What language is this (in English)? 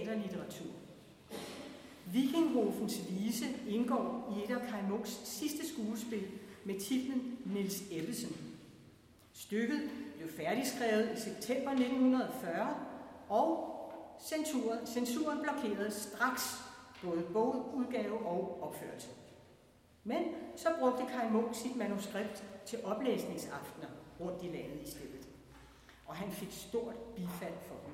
Danish